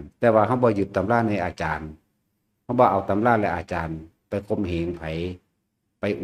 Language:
Lao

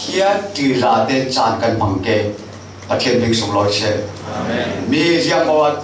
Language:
Falam Chin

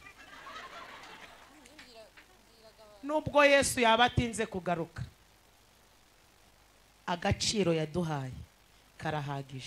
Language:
Kinyarwanda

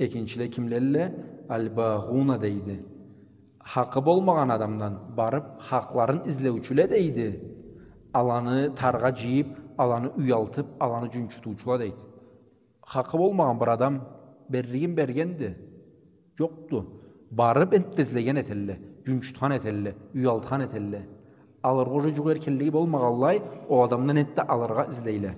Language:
Karachay-Balkar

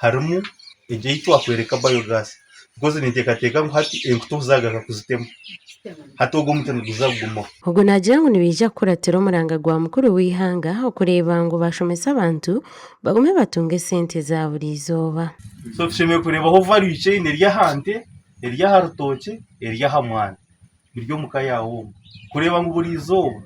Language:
Nyankole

